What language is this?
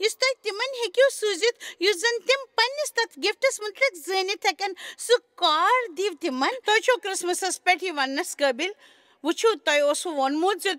Kashmiri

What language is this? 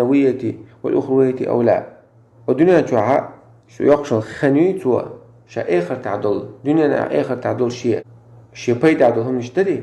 Chechen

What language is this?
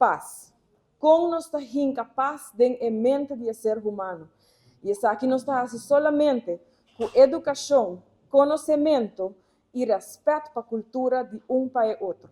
Papiamento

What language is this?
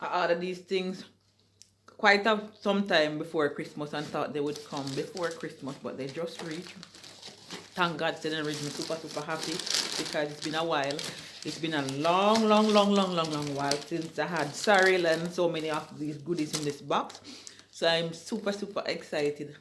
Jamaican Creole English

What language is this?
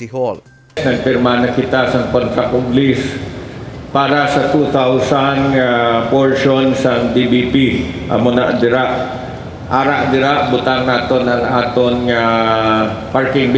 Hiligaynon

